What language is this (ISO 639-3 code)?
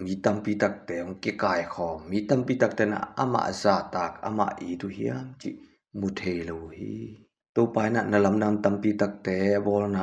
ctd